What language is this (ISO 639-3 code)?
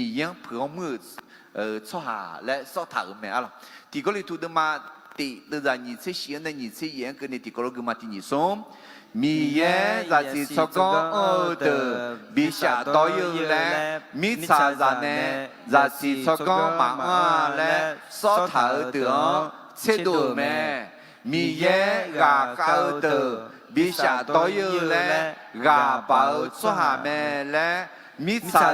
ahk